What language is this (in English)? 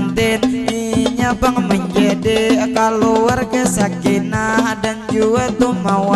Banjar